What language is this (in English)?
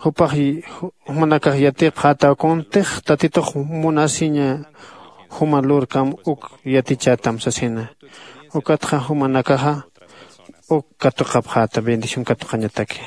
Aymara